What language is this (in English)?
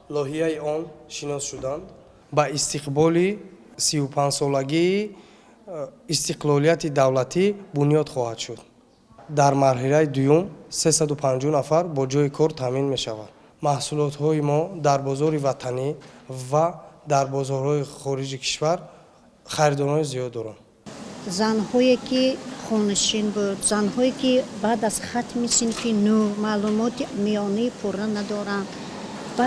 Tajik